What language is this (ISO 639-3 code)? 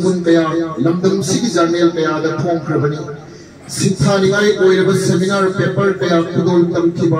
mni